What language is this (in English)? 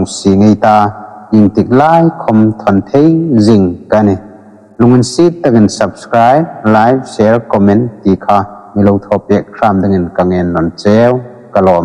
Hmar